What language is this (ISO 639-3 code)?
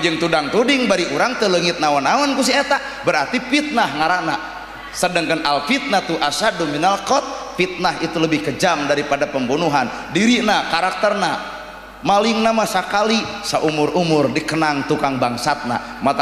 sun